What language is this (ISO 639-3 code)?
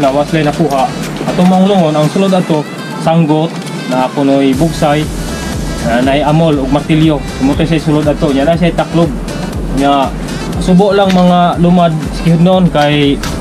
ceb